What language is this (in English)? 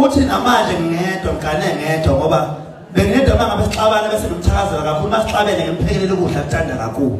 Zulu